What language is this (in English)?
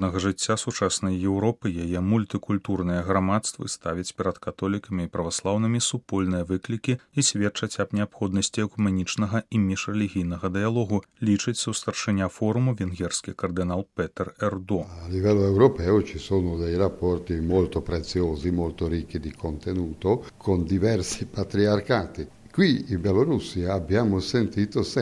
Belarusian